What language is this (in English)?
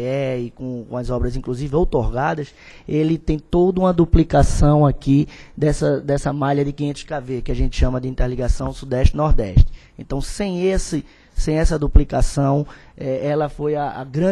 Portuguese